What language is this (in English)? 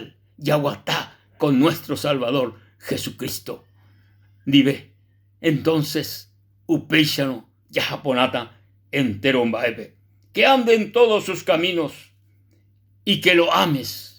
Guarani